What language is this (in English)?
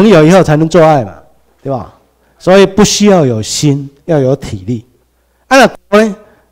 Chinese